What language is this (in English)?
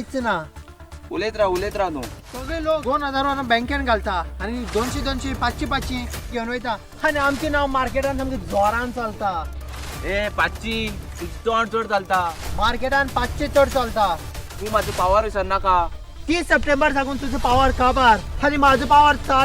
Konkani